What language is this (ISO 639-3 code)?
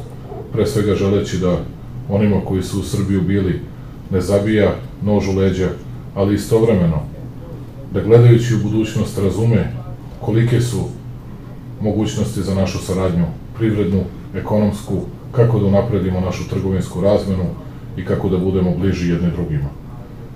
srp